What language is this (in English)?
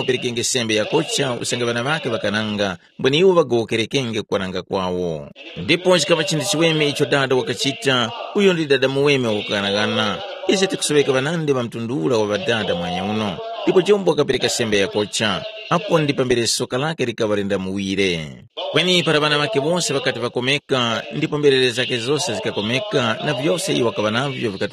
Tumbuka